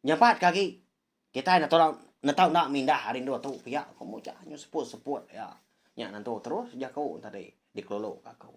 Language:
Iban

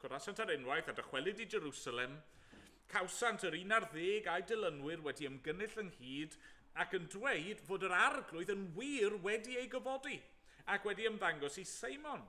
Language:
Welsh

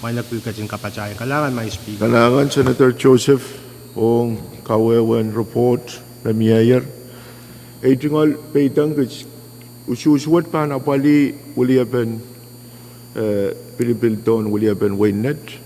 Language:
Pohnpeian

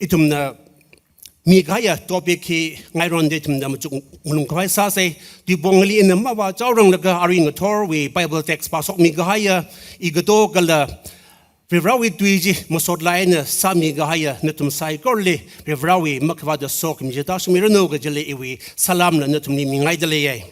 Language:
Tangkhul Naga (India)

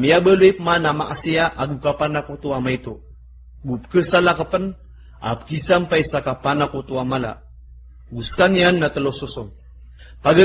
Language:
Maranao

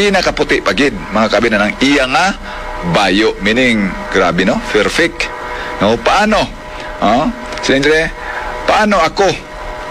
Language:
Hiligaynon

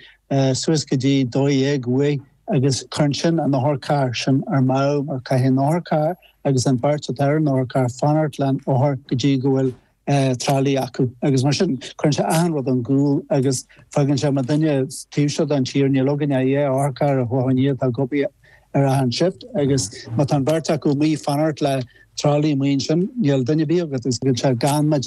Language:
Irish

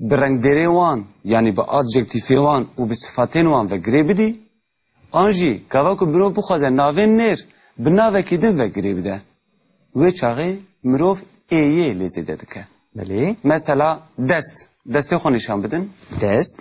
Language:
Kurdish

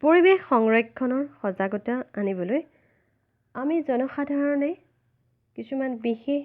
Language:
Assamese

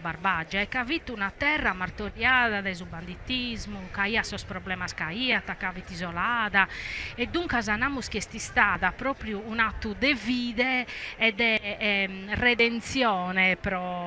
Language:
Sardinian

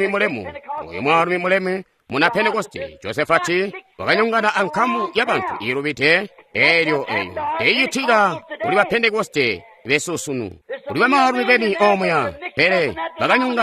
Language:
Tonga (Zambia)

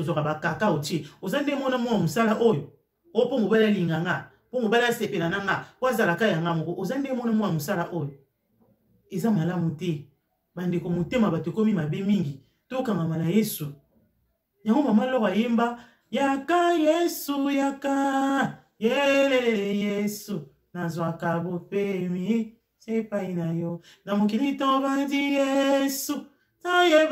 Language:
Lingala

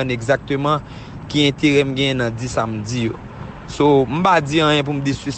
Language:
Haitian Creole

